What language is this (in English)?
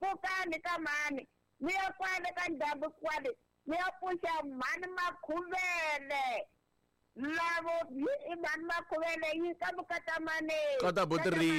Tsonga